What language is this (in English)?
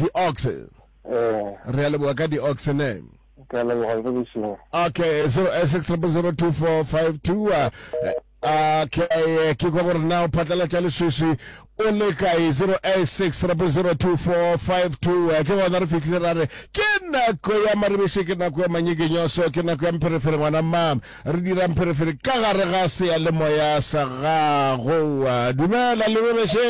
Northern Sotho